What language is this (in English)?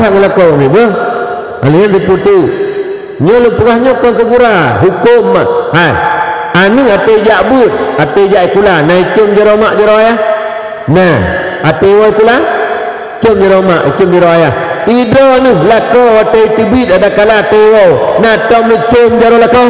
Achinese